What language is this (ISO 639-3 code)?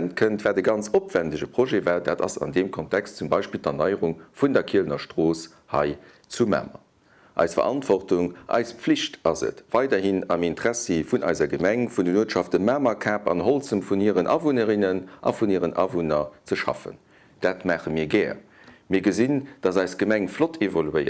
ltz